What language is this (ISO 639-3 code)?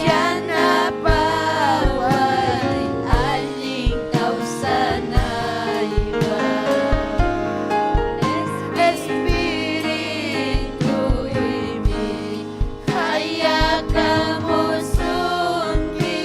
quy